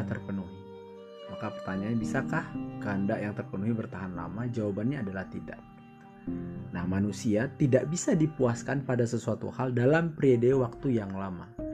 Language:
Indonesian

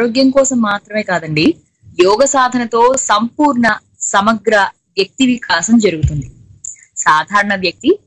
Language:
Telugu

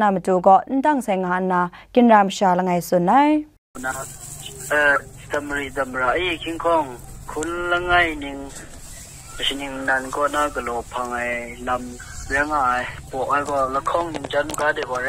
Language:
Kachin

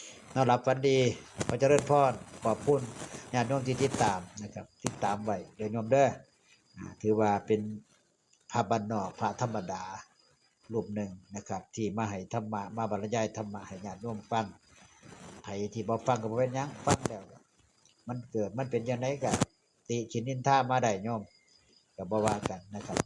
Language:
Northeastern Thai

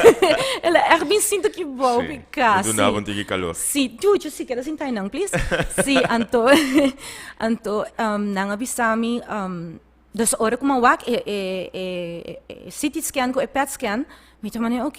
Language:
Papiamento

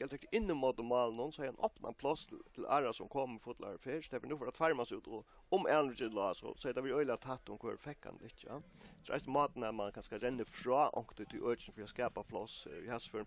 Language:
Faroese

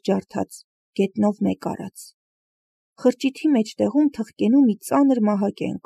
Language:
Armenian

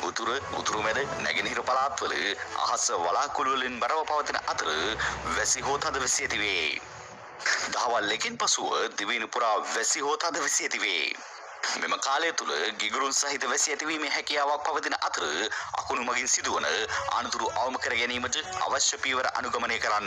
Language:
Sinhala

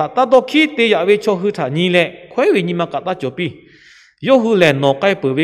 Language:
Lahu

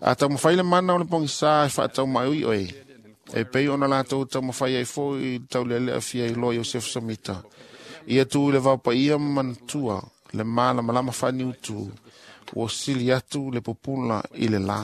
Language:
Samoan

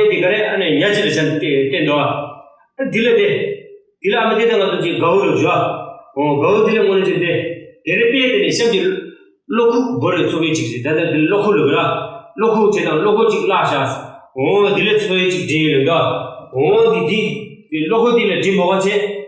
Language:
Tibetan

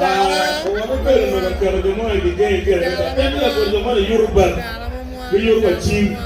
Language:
Acoli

